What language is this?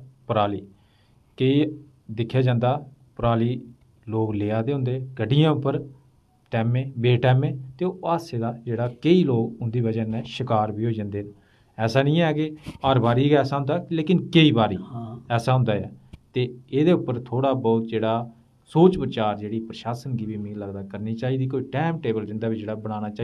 Dogri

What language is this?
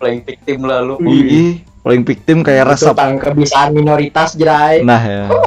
Banjar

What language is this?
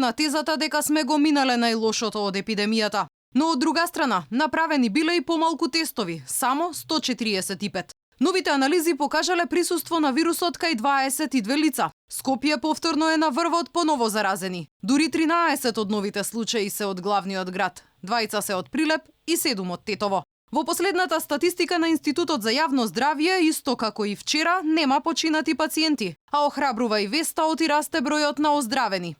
Macedonian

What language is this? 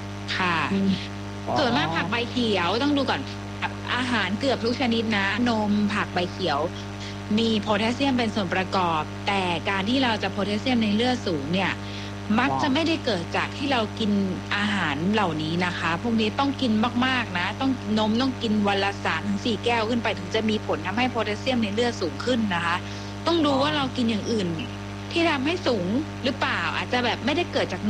Thai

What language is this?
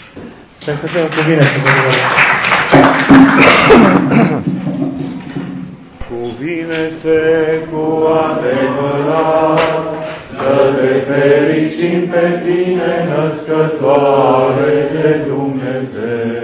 Romanian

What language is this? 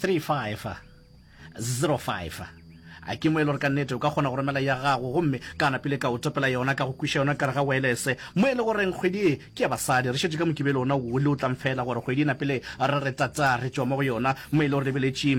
Northern Sotho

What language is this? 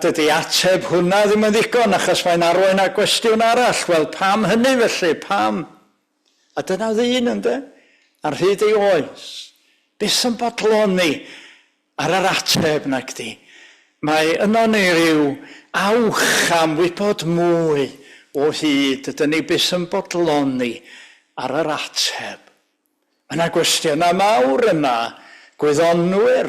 Welsh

